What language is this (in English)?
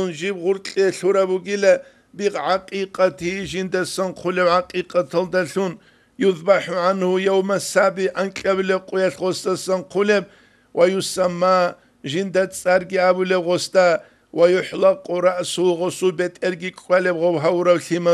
Avaric